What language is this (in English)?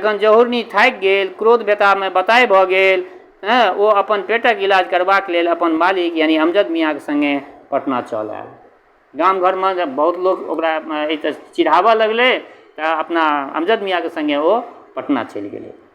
Maithili